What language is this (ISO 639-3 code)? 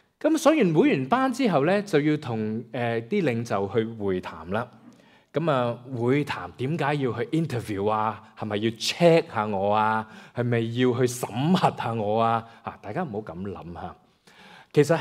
yue